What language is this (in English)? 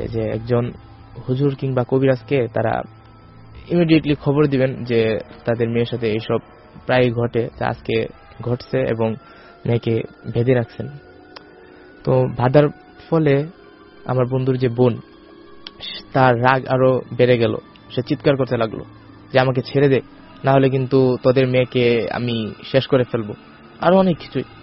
Bangla